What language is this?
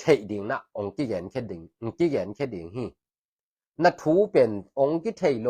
Tedim Chin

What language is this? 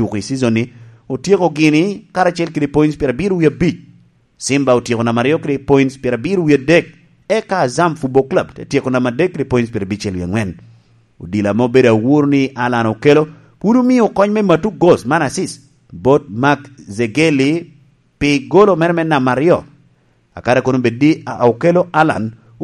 Lango (Uganda)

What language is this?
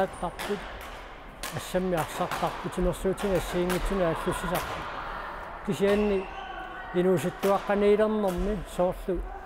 Kalaallisut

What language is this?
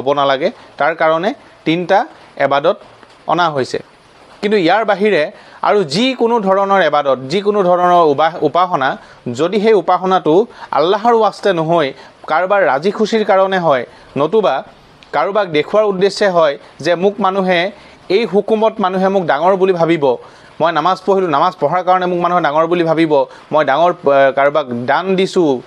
Assamese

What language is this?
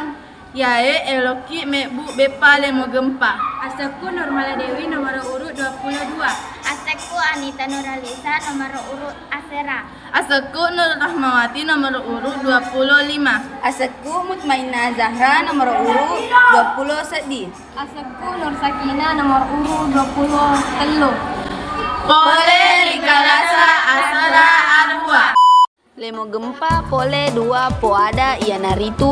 Buginese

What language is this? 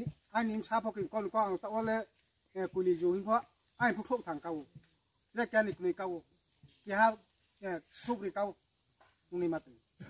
Riang (India)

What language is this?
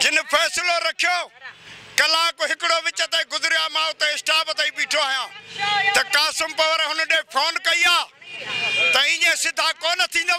Sindhi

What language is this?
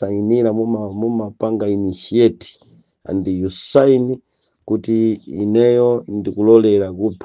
Nyanja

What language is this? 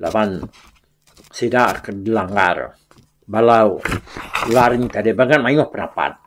Iban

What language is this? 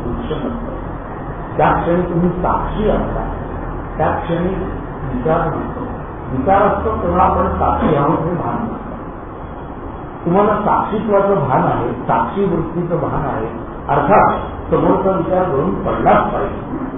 Marathi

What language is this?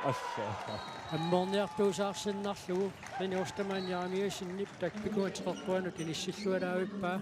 Kalaallisut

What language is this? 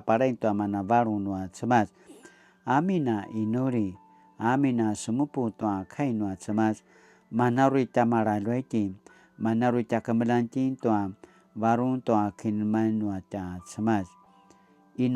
Paiwan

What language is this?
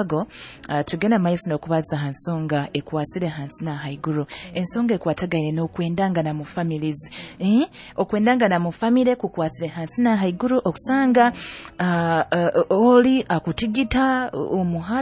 Nyoro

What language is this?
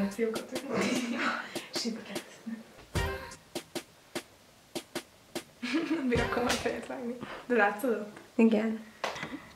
Hungarian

